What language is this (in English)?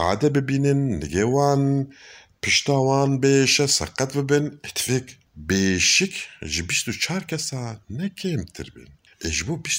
Kurdish